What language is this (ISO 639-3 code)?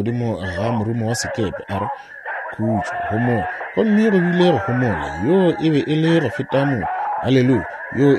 nso